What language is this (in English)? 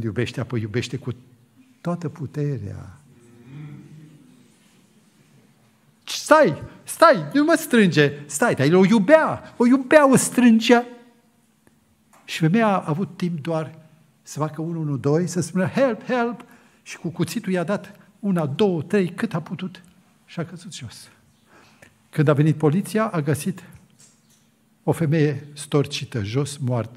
Romanian